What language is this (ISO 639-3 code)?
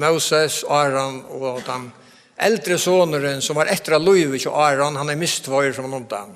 fao